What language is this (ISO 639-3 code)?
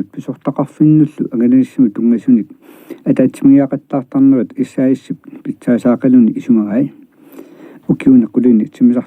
kal